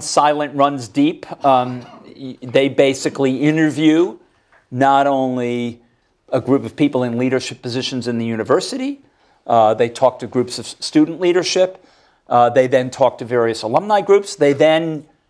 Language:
English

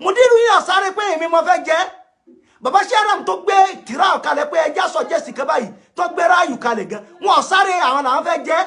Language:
Yoruba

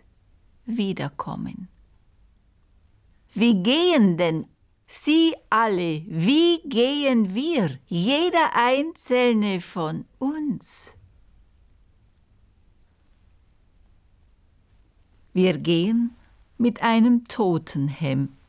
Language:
German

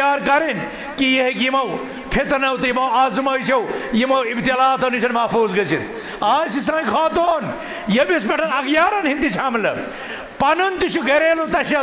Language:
Kashmiri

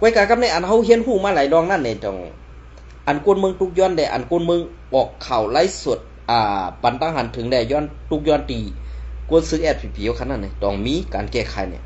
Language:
Shan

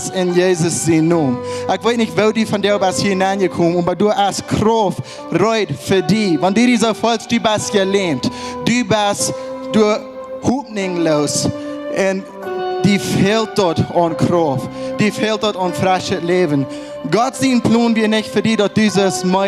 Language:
Plautdietsch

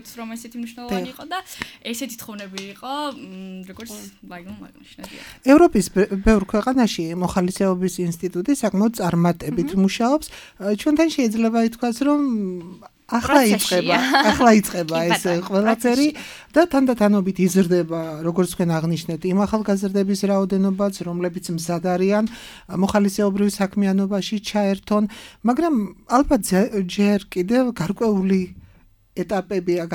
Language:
Georgian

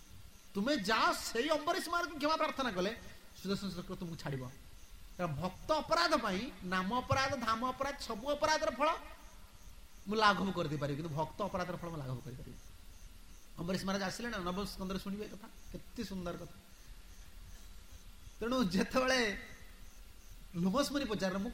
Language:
Odia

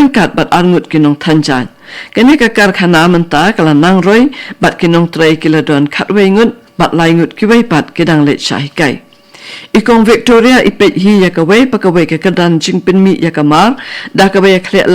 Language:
Khasi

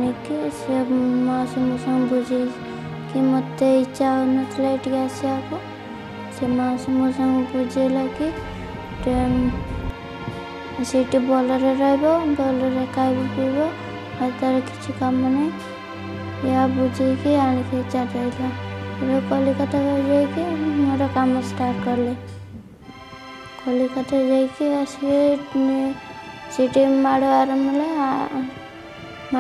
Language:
Odia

